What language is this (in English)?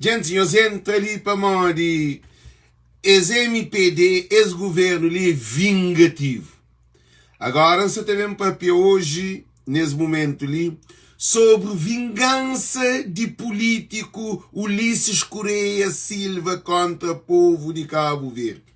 Kabuverdianu